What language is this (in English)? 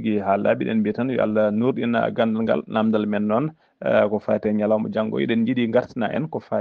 Fula